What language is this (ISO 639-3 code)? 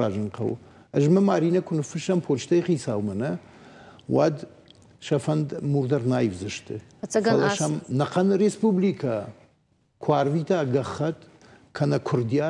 oss